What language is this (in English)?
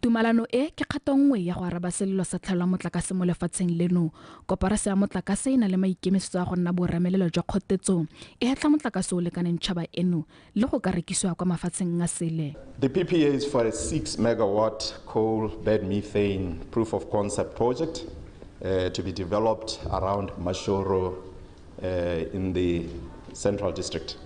Tswana